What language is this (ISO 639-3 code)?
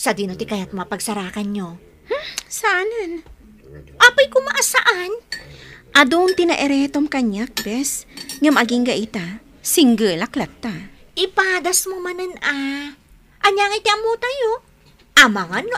ilo